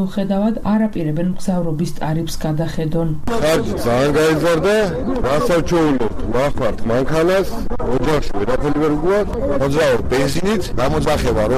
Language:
Georgian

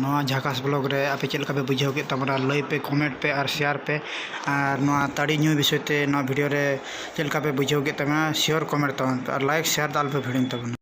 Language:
Santali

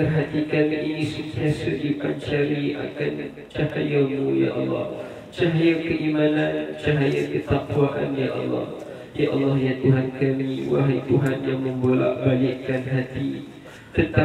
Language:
Malay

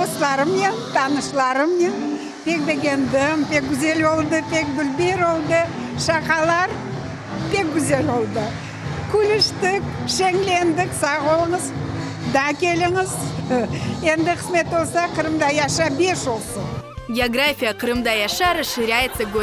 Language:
Crimean Tatar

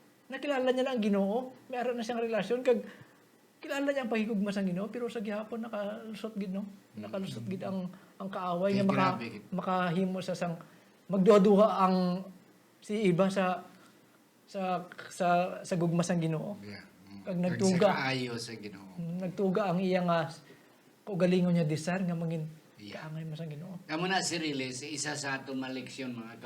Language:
Hiligaynon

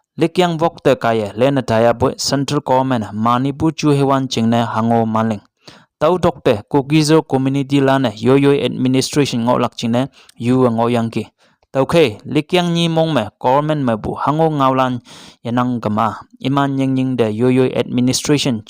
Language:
Konyak Naga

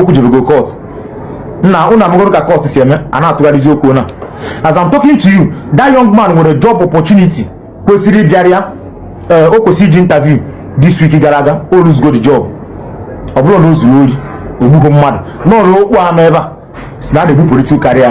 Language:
Igbo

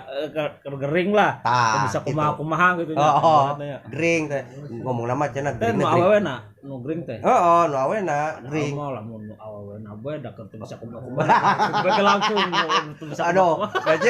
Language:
Sundanese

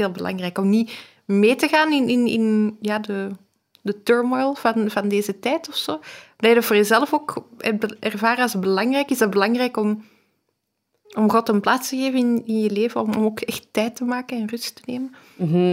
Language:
Dutch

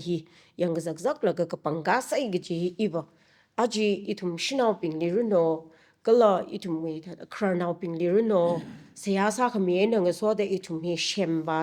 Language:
Tangkhul Naga (India)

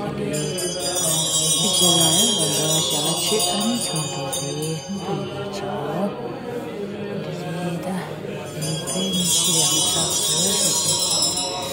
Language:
Tibetan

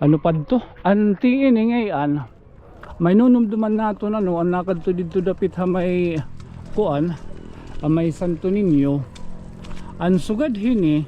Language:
Waray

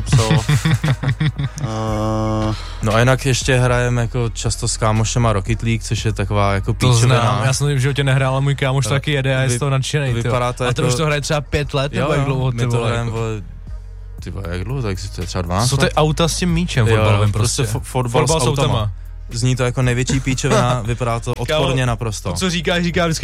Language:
Czech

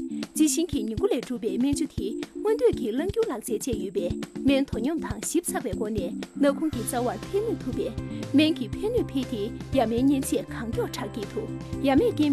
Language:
Tibetan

